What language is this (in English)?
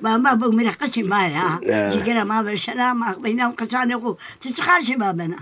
Zaza